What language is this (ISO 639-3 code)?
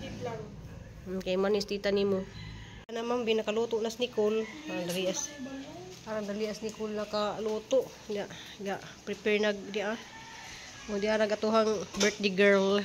ceb